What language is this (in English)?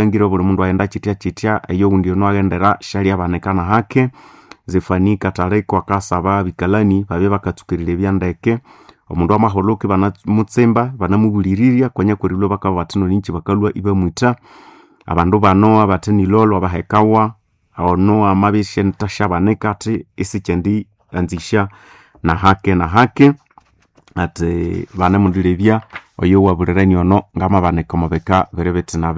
Nande